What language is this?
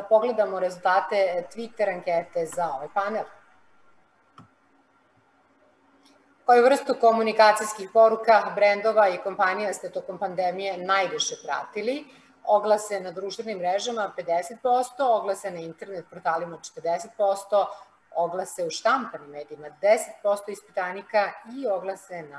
Serbian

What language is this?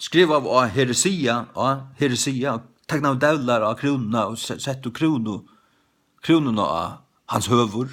Faroese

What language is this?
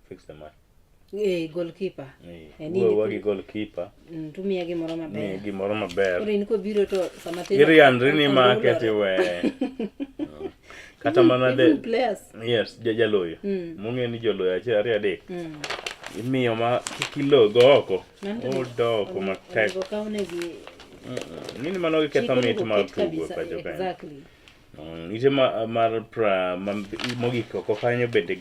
Luo (Kenya and Tanzania)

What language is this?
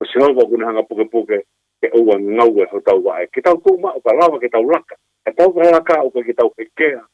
Tongan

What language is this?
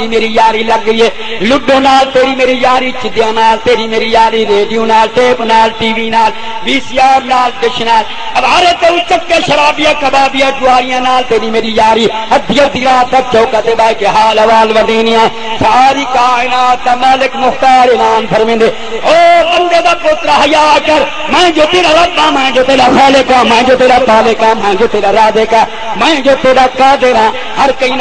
Saraiki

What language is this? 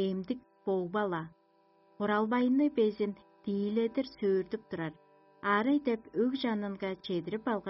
Tuvinian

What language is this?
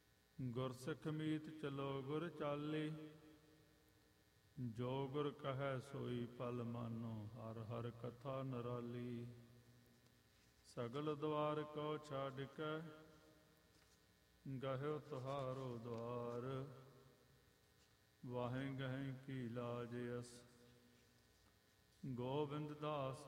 Punjabi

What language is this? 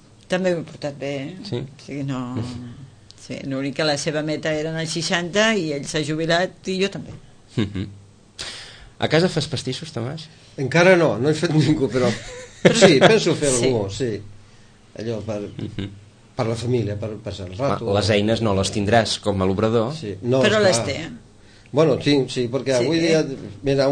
Catalan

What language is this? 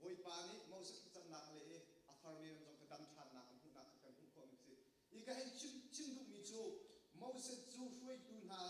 Hakha Chin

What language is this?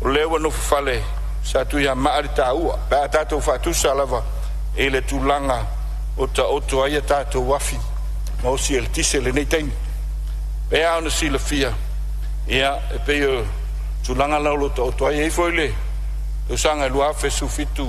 Samoan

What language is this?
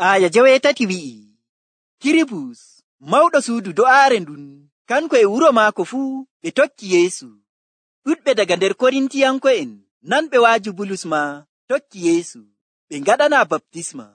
Nigerian Fulfulde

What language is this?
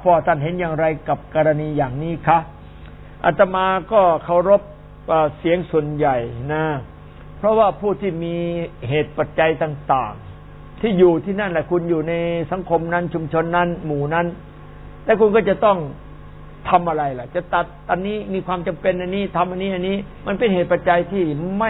Thai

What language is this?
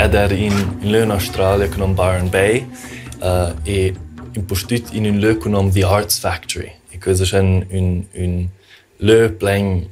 Romansh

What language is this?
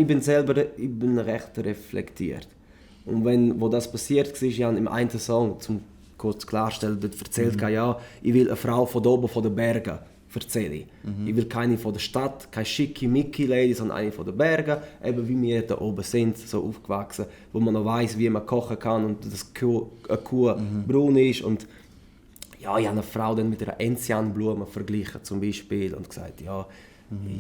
Swiss German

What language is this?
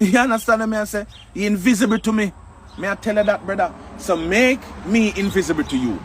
Jamaican Creole English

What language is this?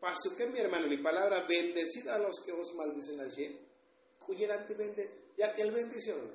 Tzotzil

